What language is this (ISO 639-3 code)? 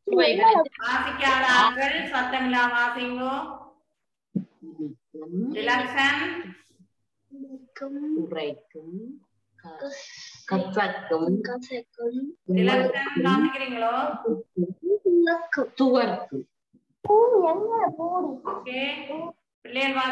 tam